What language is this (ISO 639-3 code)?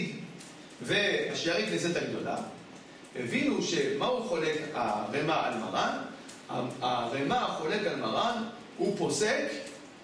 heb